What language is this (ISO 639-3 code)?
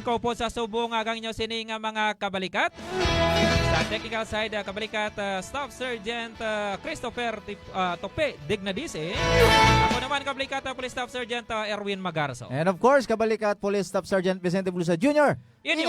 hil